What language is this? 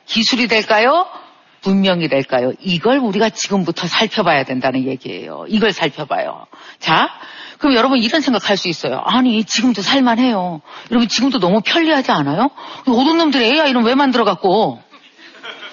Korean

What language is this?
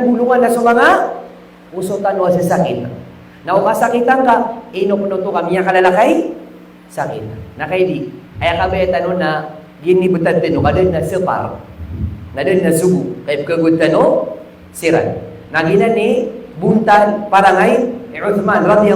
Maranao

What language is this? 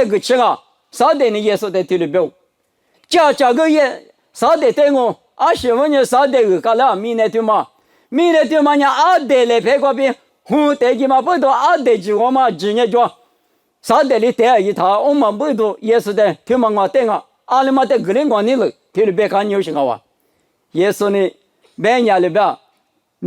Lisu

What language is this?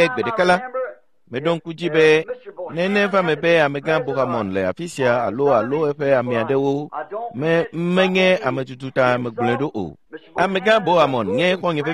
Ewe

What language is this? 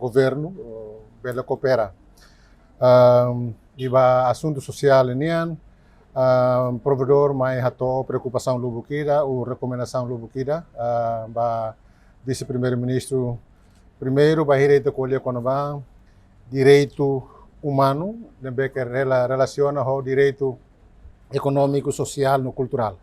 Tetum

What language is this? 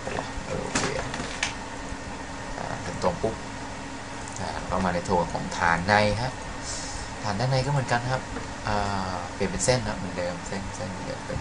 Thai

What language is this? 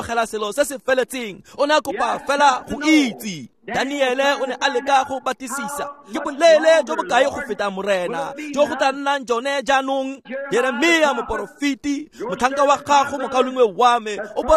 Tswana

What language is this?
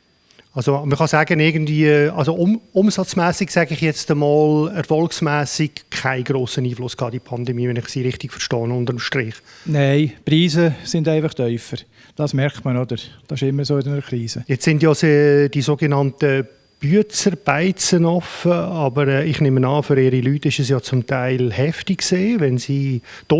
Swiss German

